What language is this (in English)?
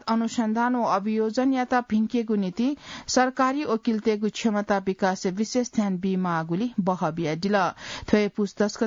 Newari